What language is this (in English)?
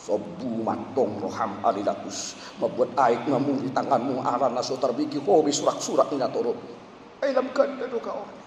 Batak Toba